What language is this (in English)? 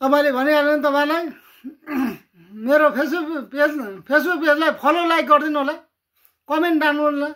Nepali